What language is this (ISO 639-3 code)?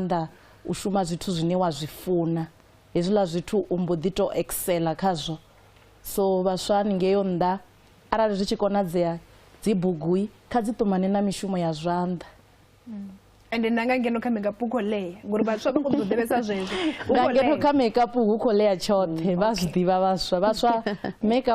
ven